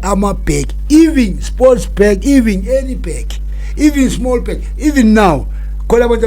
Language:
Zulu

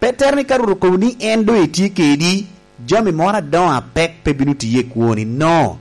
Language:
Lango (Uganda)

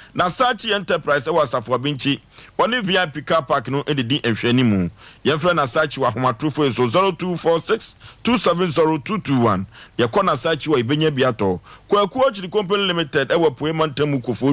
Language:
Akan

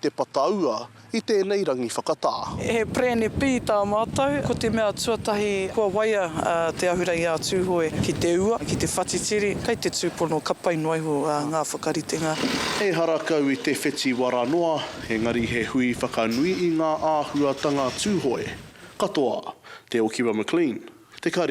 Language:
Māori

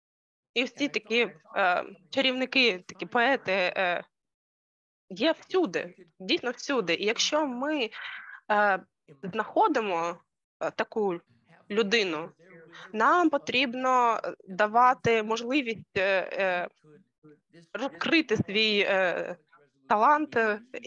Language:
Ukrainian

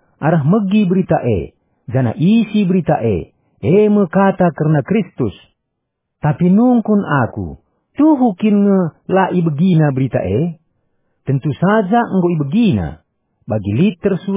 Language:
Batak Karo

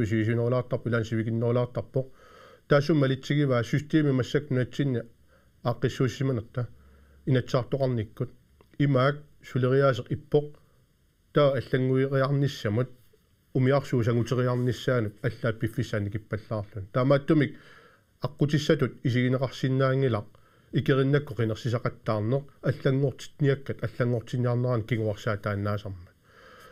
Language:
Kalaallisut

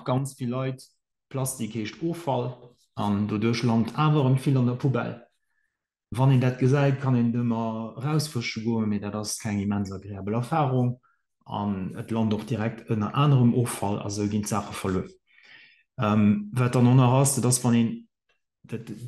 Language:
Luxembourgish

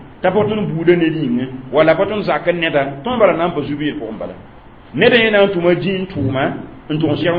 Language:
Mossi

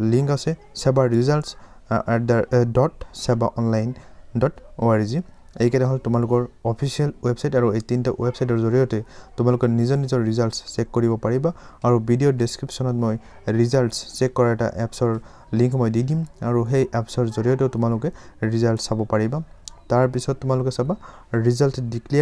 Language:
Assamese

